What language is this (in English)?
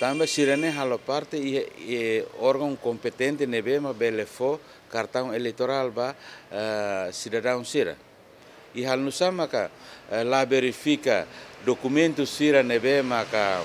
Tetum